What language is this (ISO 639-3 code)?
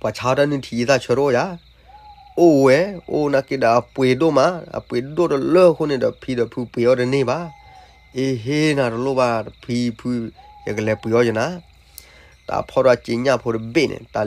ksw